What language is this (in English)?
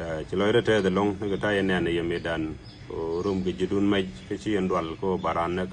Nuer